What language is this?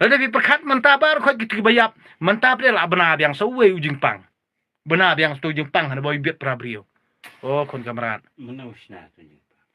Khasi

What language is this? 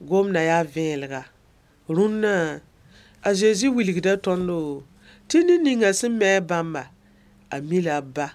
Mossi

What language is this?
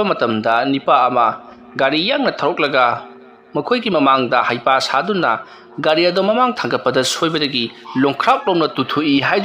Manipuri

